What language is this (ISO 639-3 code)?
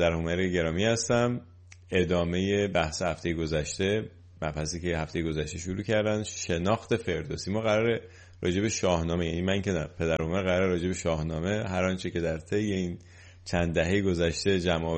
fas